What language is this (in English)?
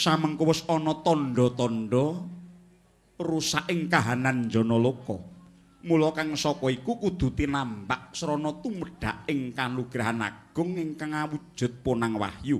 Javanese